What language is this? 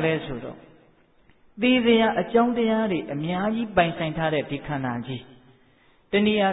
Burmese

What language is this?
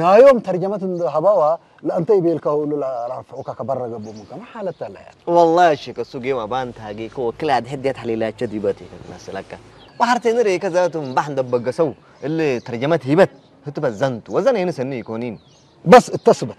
Tigrinya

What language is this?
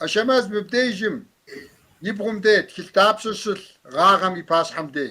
Kabardian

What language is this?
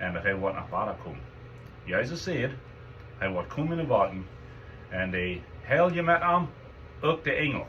Plautdietsch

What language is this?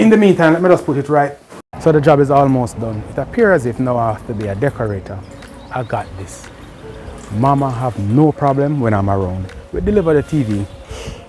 Jamaican Creole English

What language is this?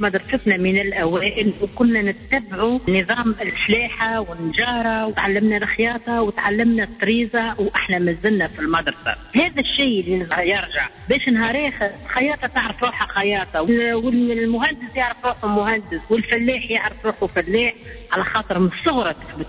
Tunisian Arabic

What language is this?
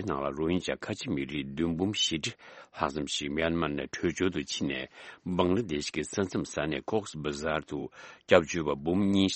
Tibetan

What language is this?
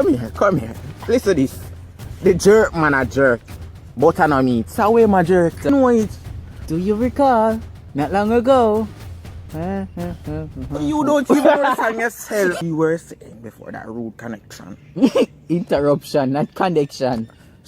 Jamaican Creole English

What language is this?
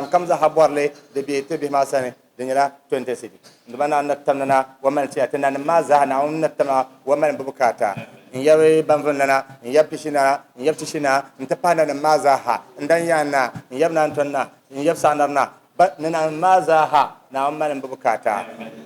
Dagbani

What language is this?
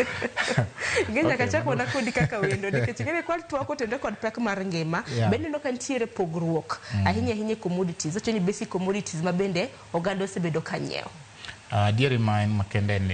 Luo (Kenya and Tanzania)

